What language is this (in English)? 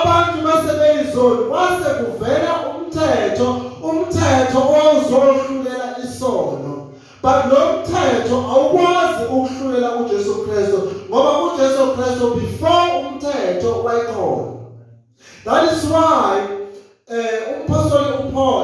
Zulu